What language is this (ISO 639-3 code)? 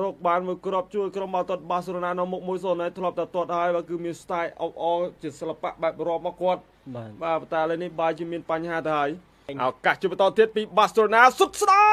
khm